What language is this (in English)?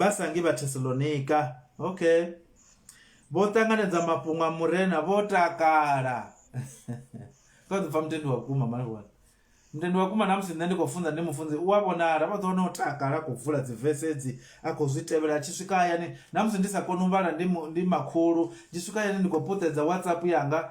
Venda